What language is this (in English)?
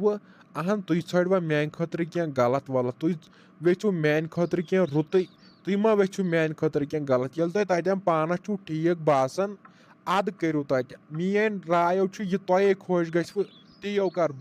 Kashmiri